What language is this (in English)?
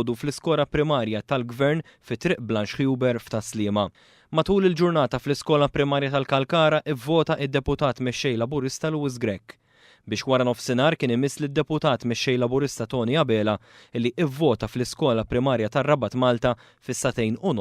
Maltese